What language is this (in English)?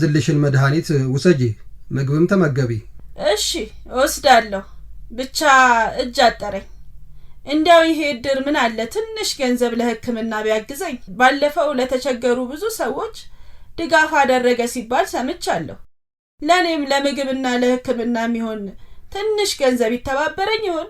Amharic